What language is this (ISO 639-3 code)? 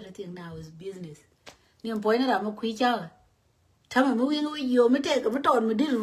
nus